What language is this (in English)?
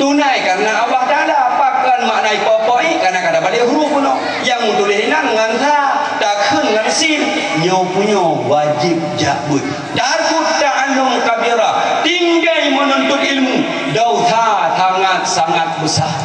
Achinese